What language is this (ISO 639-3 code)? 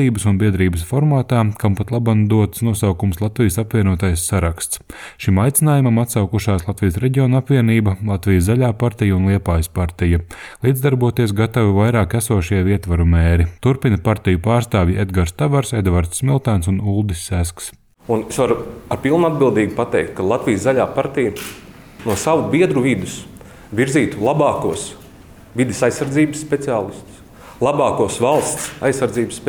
lav